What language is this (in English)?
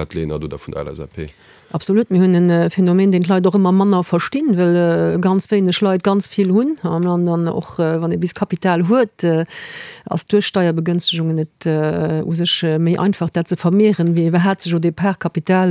Luxembourgish